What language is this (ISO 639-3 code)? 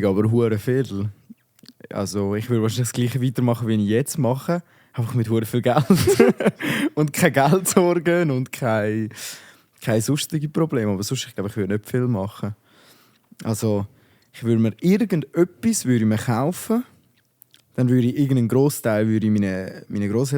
gsw